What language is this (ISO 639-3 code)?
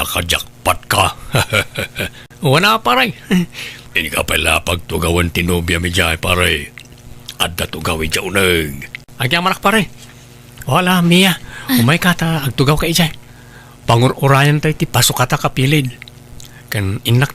ilo